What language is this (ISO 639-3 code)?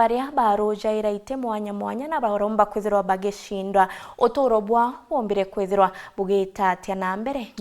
mer